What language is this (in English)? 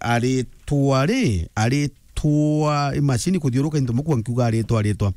Meru